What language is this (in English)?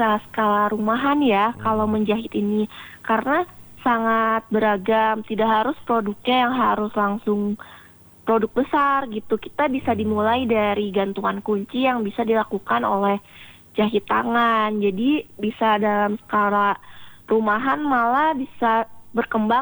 Indonesian